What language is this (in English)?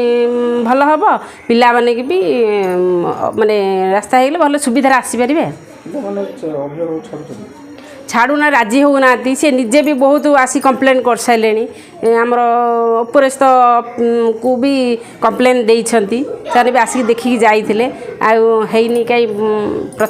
Odia